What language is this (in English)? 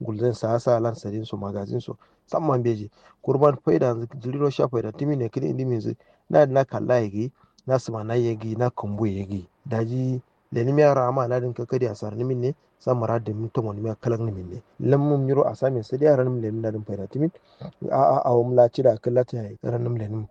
Kanuri